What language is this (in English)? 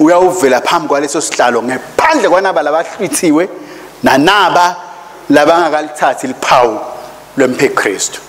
Swati